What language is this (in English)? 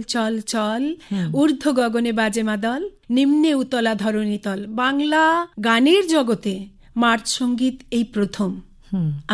Bangla